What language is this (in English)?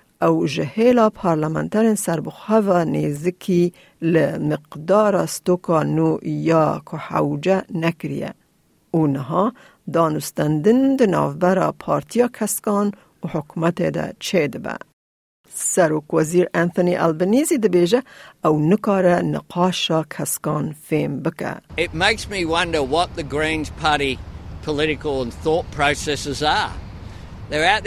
Kurdish